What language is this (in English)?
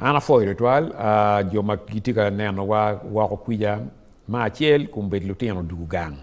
Acoli